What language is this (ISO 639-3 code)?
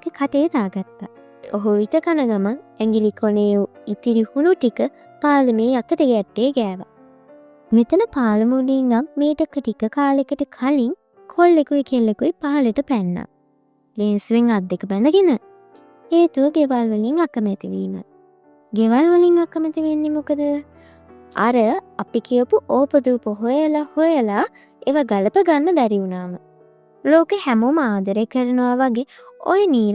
sin